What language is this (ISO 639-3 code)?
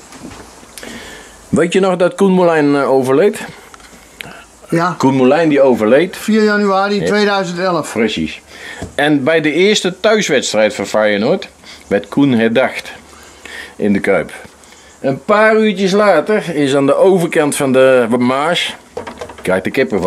nld